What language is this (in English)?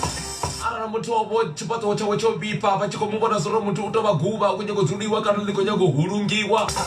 Venda